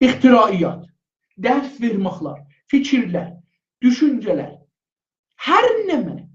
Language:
South Azerbaijani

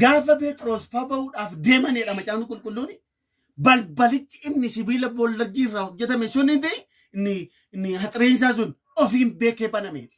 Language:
Oromo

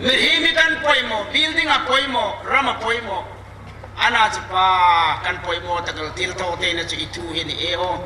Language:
Hmar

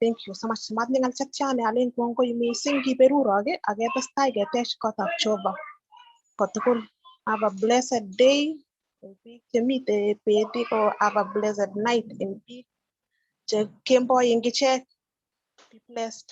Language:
Kalenjin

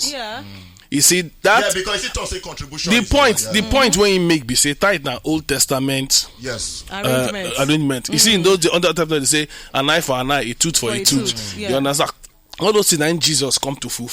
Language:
Nigerian Pidgin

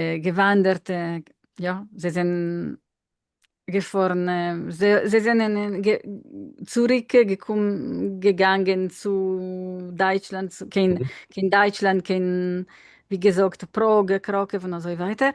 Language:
Yiddish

